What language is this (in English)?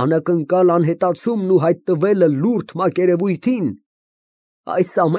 Armenian